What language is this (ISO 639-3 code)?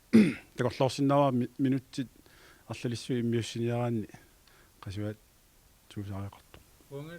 kal